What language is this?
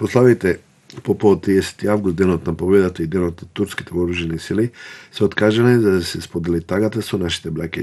Macedonian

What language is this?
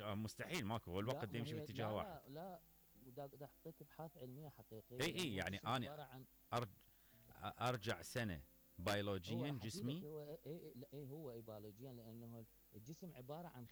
Mesopotamian Arabic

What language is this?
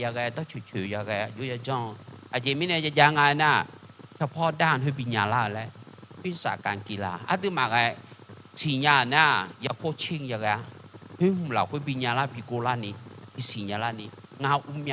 Akha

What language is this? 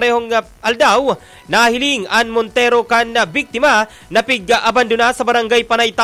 Bikol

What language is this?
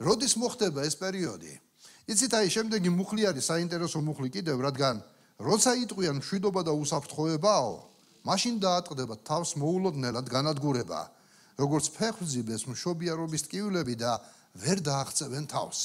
Georgian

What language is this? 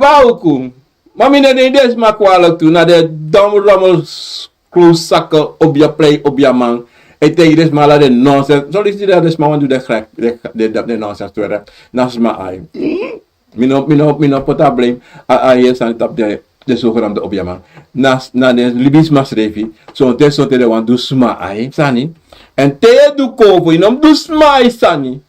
Sranan Tongo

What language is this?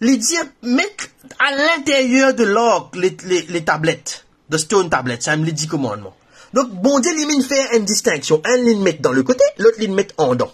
Morisyen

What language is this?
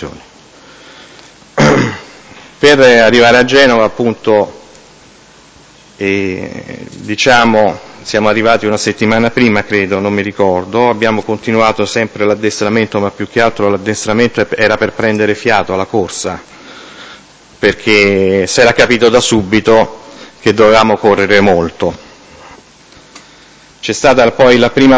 Italian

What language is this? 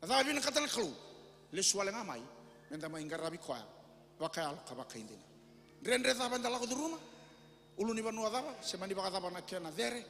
Fijian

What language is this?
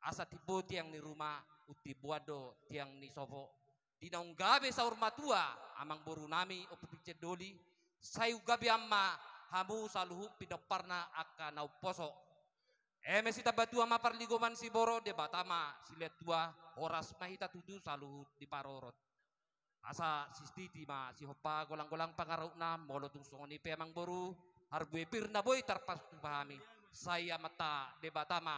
Batak Toba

